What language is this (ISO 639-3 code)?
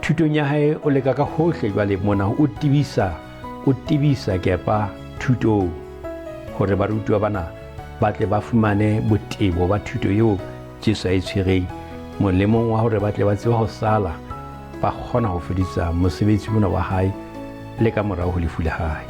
sot